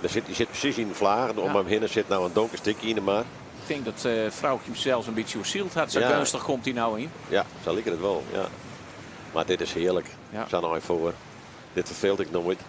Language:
Western Frisian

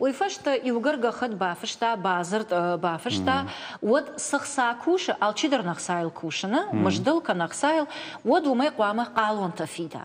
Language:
Ossetic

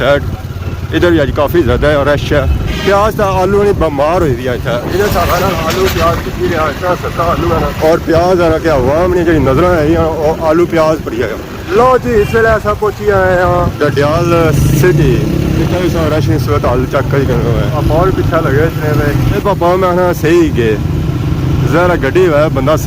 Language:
Pahari-Potwari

